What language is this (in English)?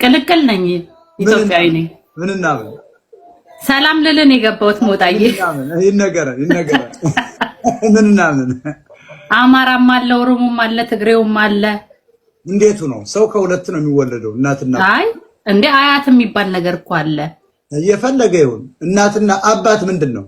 Amharic